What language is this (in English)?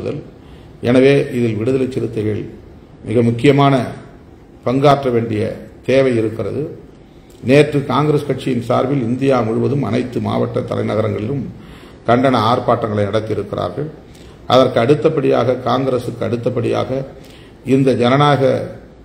Tamil